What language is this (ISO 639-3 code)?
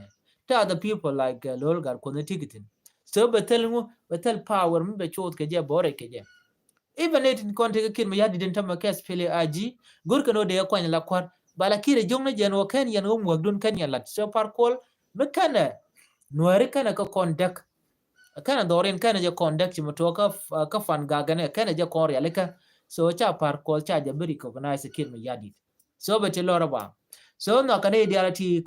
nus